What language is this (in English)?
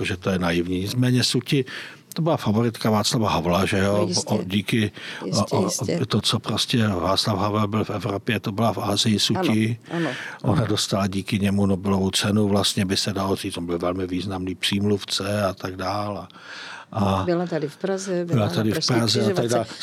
Czech